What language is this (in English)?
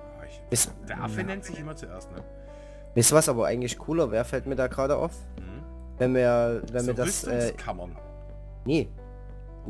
German